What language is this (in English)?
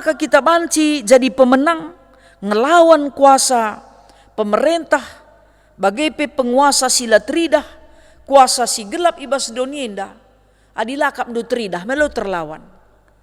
Batak Karo